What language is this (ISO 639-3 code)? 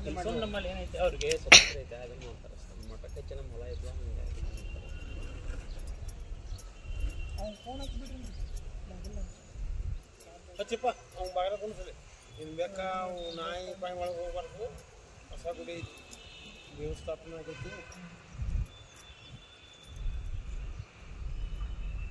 kan